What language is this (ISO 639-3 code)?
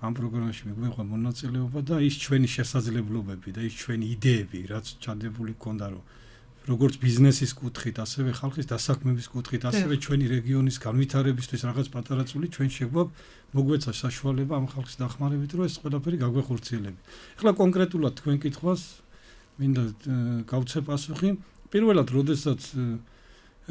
kat